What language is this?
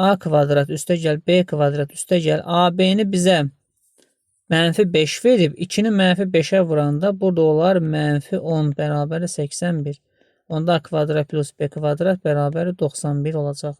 Azerbaijani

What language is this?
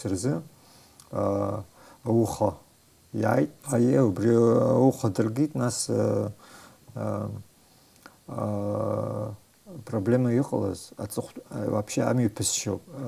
Abkhazian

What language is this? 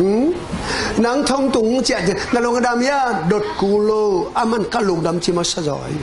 Tedim Chin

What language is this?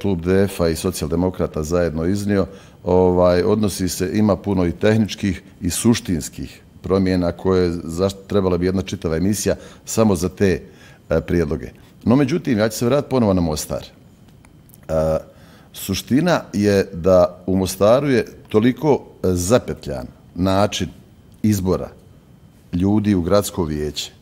Bosnian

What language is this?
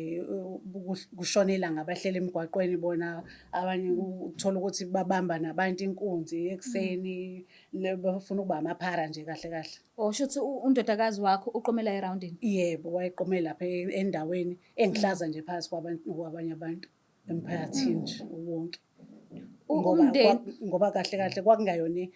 Zulu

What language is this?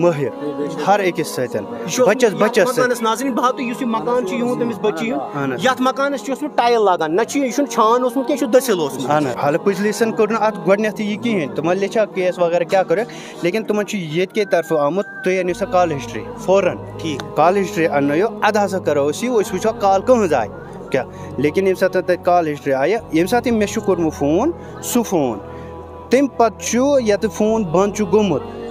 Kashmiri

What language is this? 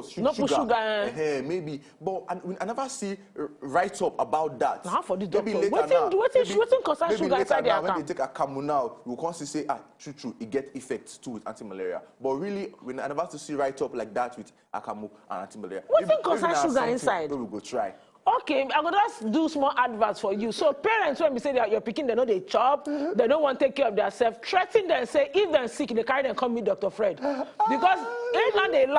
Nigerian Pidgin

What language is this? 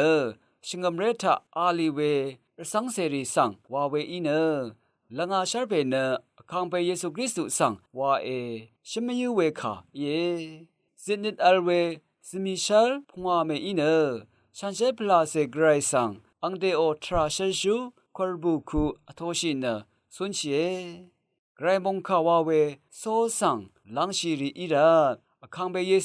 Rawang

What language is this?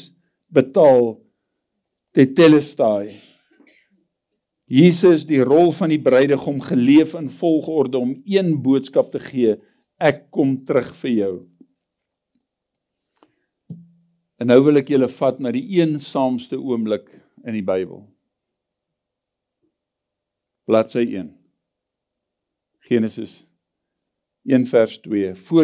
Afrikaans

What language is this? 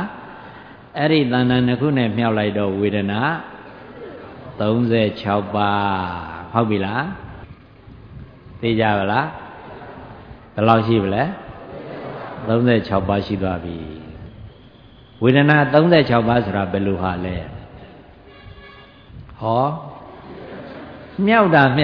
Burmese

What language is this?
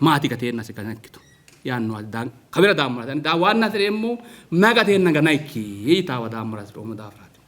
Sidamo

